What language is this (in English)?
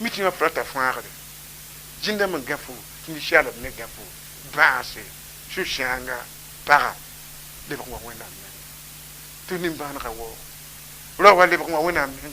Mossi